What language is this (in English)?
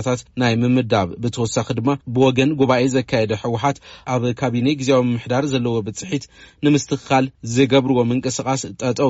Tigrinya